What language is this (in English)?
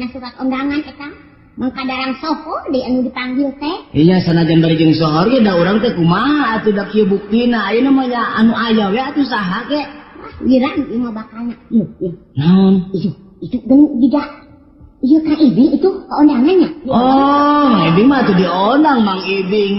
Sundanese